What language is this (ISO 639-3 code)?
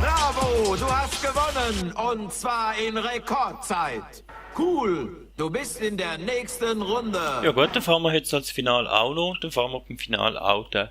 gsw